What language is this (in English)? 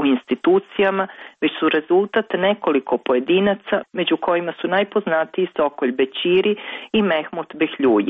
Serbian